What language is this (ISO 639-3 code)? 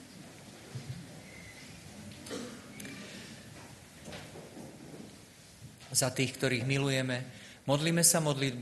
slk